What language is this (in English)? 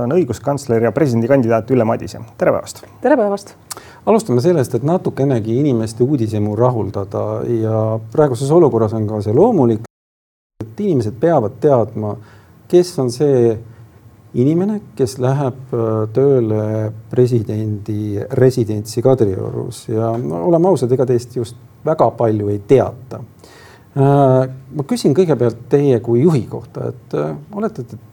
Estonian